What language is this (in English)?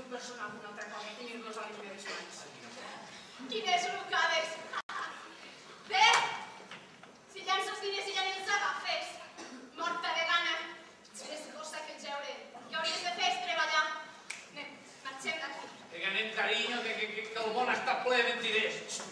Catalan